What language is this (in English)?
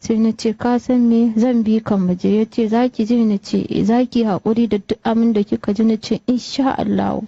Hausa